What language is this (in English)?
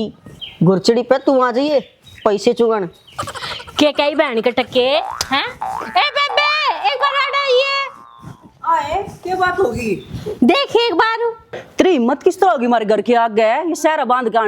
Haryanvi